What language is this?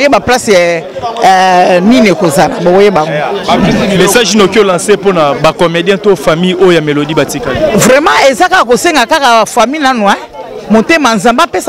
Lingala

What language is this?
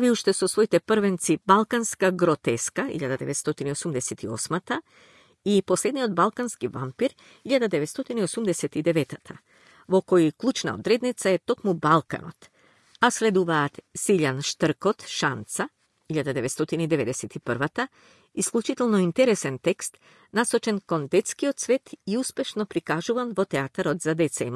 Macedonian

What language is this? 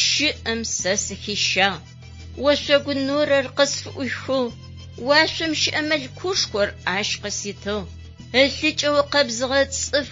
Adyghe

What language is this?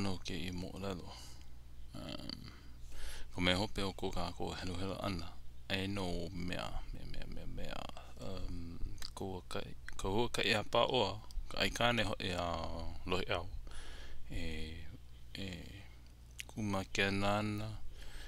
Hawaiian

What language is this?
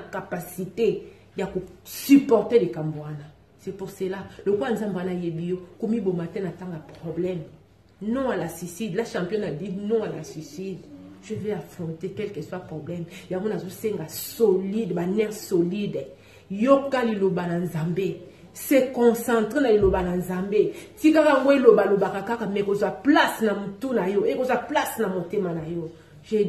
Lingala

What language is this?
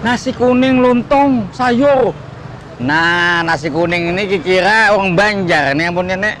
Banjar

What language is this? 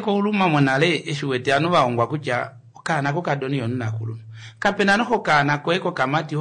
Kuanyama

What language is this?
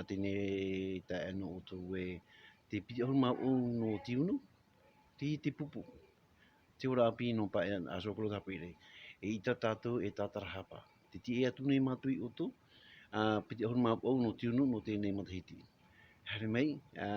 Tahitian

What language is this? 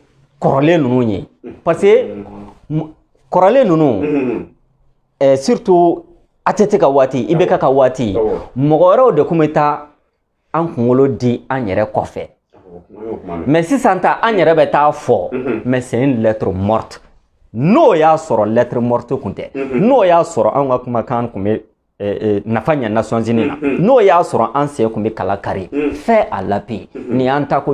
Bambara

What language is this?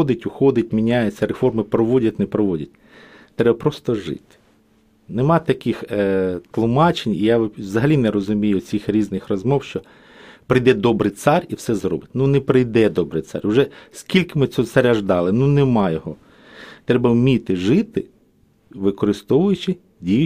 Ukrainian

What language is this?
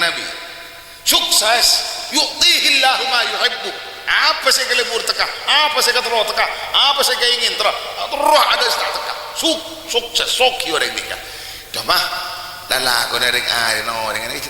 Madurese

